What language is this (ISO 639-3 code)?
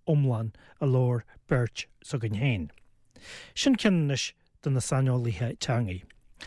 gle